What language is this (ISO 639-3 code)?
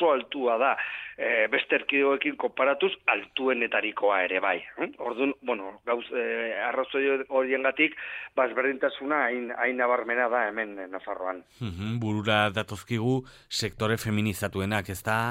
eus